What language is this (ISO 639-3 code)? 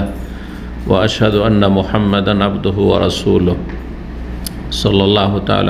ben